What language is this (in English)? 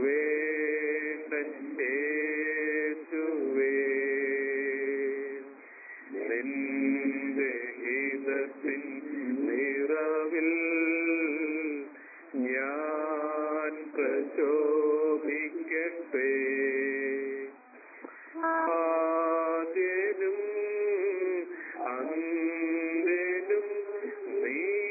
Malayalam